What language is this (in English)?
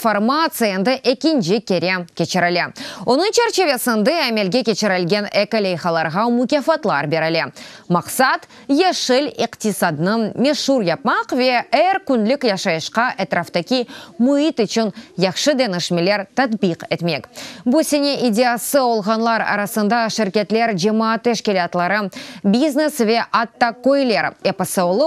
Crimean Tatar